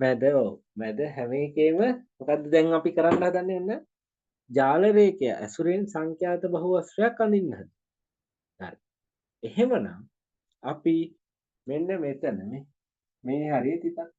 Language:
Sinhala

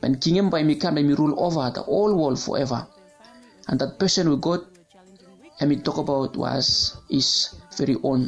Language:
Bislama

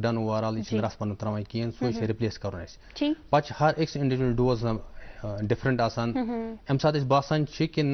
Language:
Kashmiri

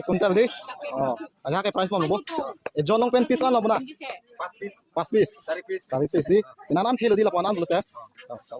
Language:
Karbi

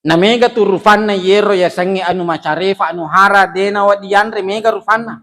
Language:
Buginese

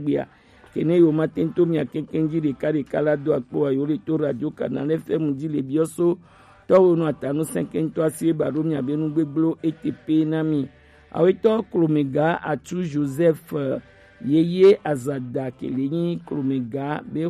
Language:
Gen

